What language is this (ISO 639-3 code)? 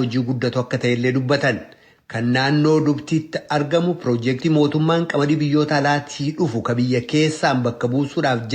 orm